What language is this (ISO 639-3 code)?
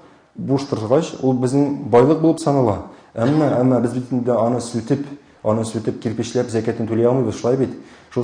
tat